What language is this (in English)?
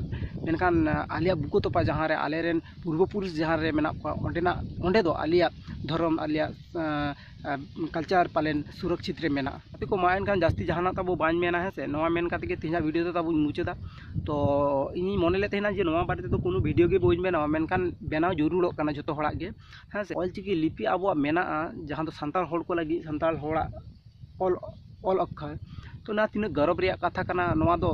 Santali